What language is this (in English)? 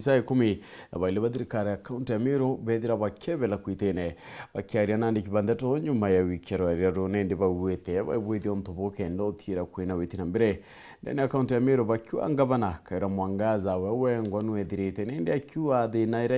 Meru